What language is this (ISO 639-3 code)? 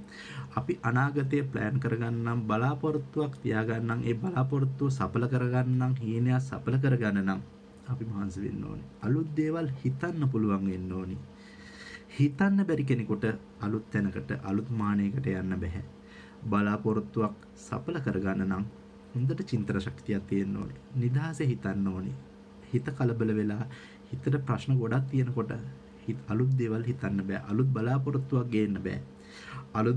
sin